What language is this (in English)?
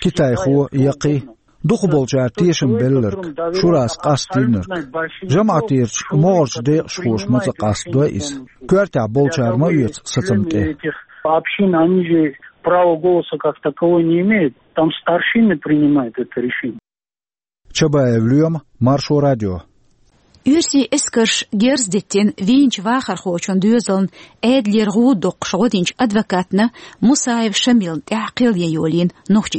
Chechen